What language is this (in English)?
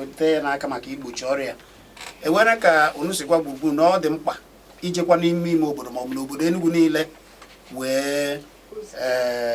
Igbo